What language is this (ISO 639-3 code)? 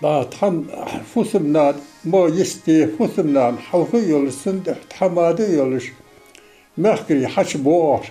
inh